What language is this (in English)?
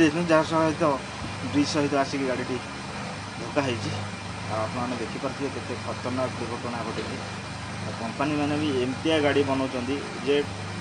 Odia